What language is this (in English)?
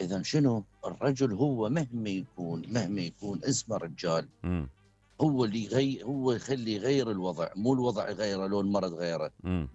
Mesopotamian Arabic